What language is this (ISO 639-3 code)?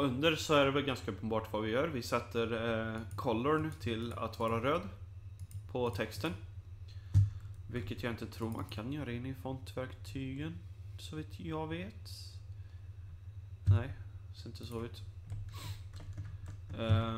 swe